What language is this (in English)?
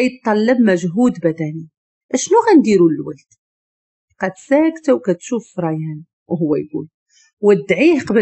Moroccan Arabic